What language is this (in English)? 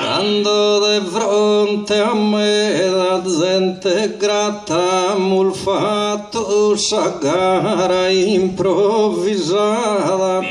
Sardinian